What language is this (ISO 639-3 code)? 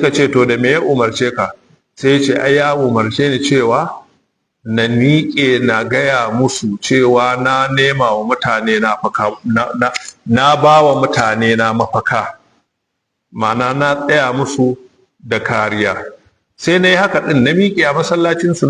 hau